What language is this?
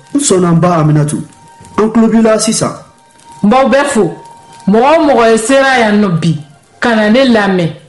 Bambara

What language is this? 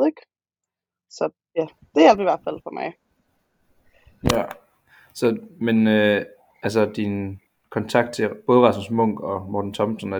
Danish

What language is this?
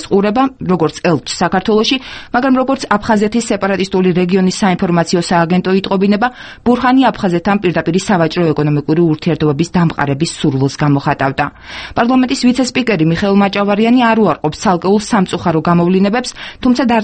Georgian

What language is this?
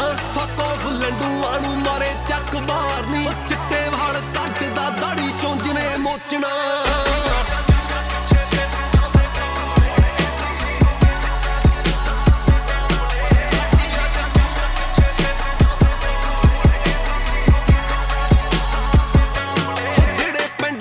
Punjabi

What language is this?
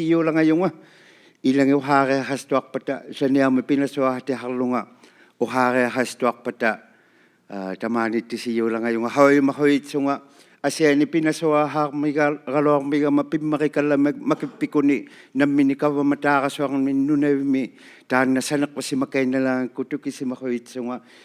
Inuktitut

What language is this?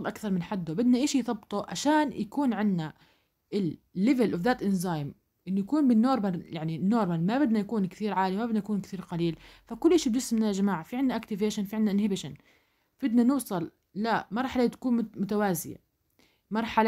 South Levantine Arabic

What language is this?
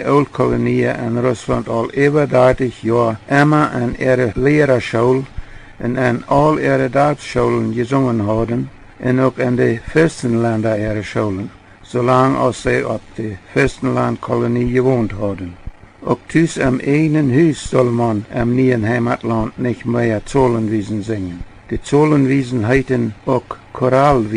Plautdietsch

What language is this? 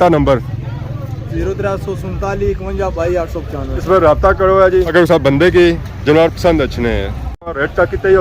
Pahari-Potwari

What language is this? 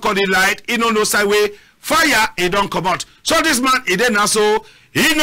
Cameroon Pidgin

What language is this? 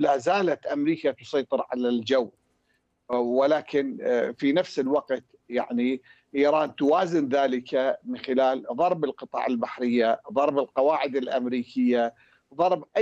Arabic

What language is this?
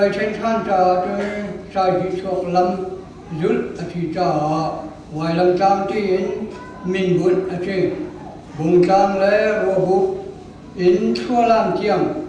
Hakha Chin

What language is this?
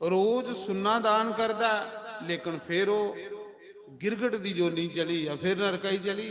Dogri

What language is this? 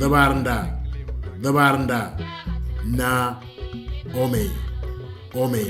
Moro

